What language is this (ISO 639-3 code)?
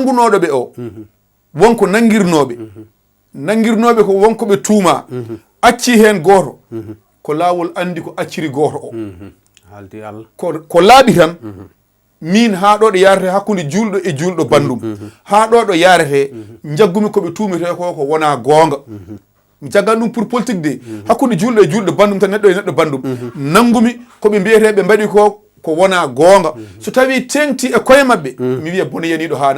ful